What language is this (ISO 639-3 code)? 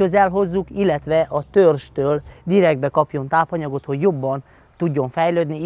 hun